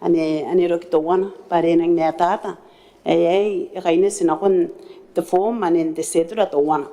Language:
Gilbertese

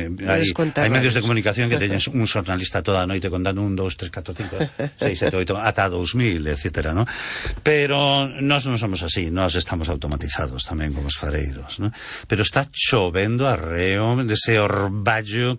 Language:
Galician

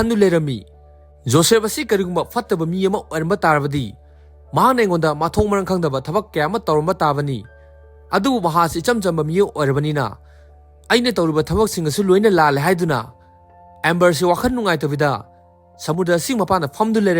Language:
Manipuri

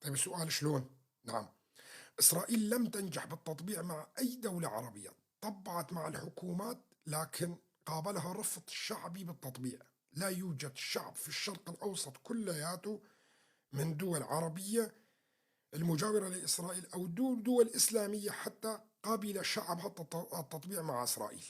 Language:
North Levantine Arabic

